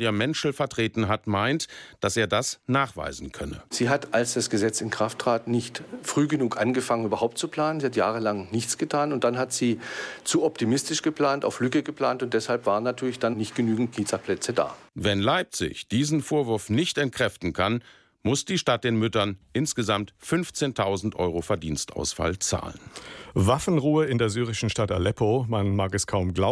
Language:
German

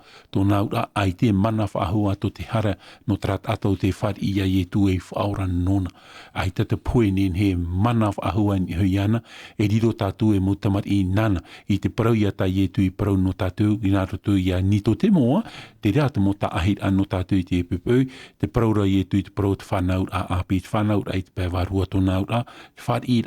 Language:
Tahitian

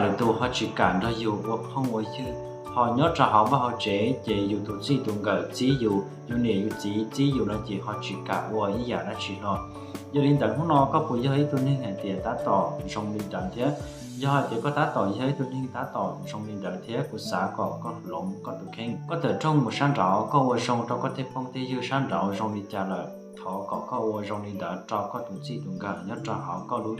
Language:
Hmong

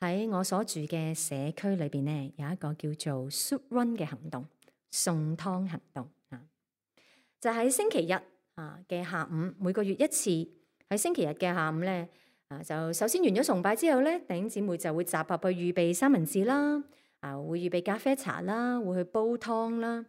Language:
Cantonese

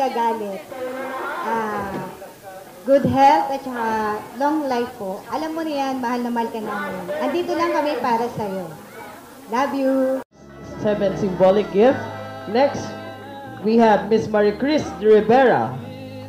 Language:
Filipino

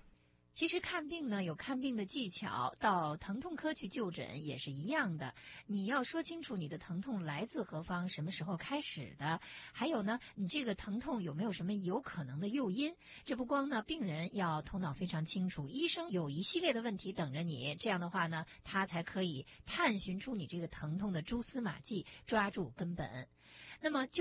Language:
Chinese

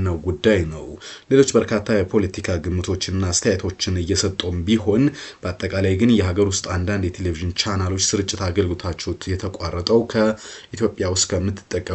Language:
Amharic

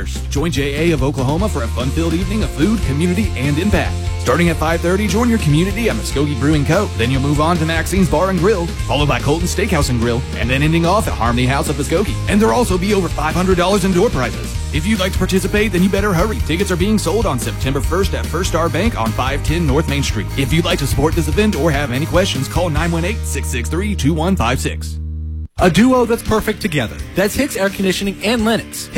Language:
English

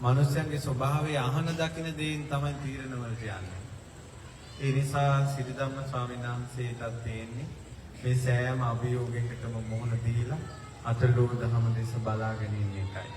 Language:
Sinhala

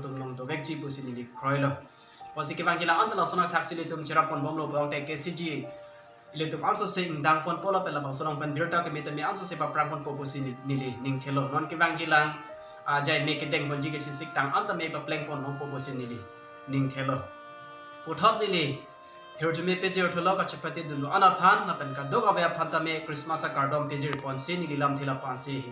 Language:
Karbi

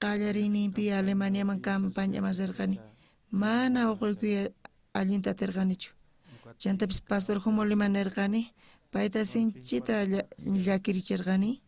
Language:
South Bolivian Quechua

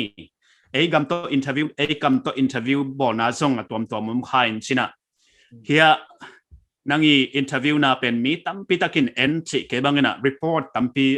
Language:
Paite Chin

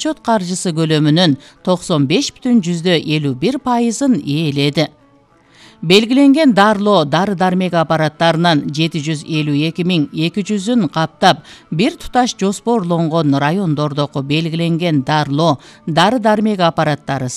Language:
Kyrgyz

